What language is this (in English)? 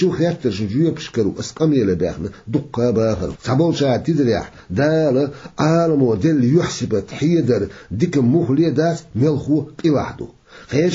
Chechen